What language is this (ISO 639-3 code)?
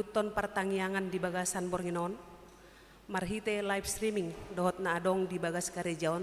bbc